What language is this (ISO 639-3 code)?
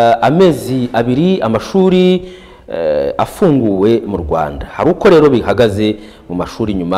kin